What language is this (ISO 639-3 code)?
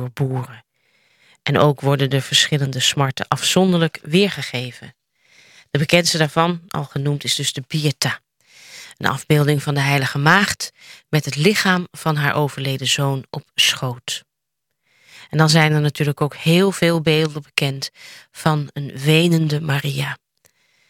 nld